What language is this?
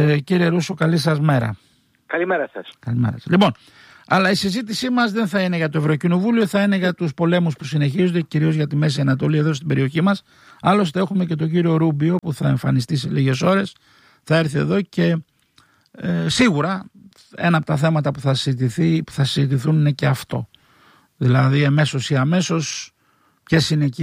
Greek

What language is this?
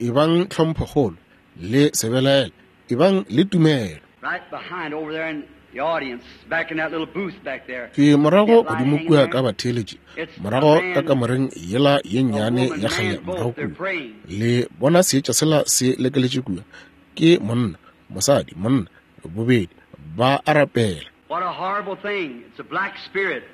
Northern Sotho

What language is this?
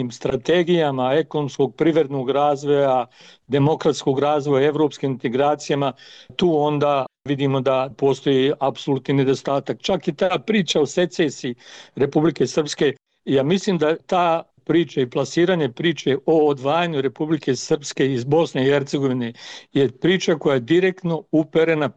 Bosnian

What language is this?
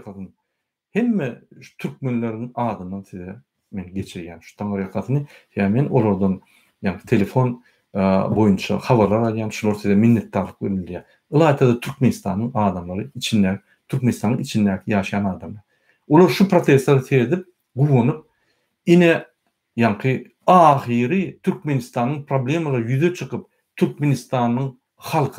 Turkmen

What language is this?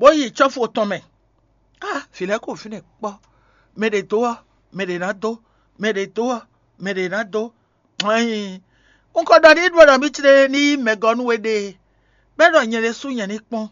Fon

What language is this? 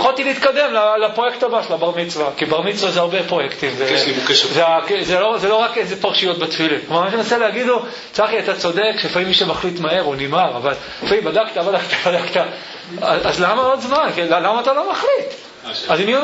Hebrew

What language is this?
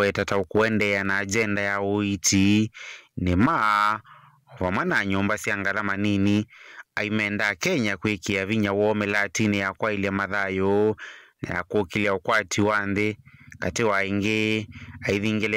Kamba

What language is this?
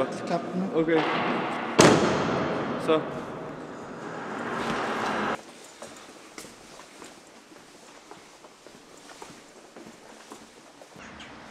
Danish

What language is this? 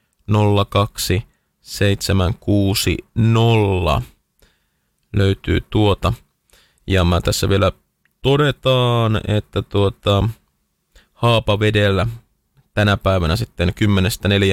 Finnish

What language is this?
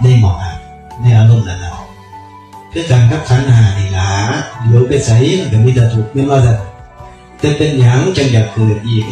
Northeastern Thai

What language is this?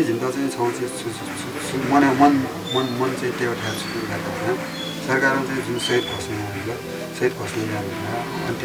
Newari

